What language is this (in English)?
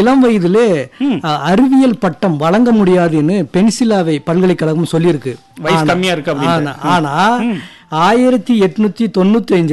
Tamil